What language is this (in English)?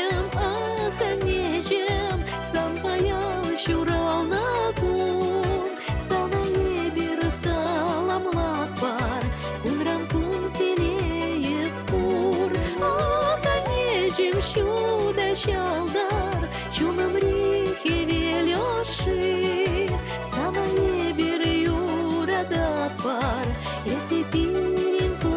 Chuvash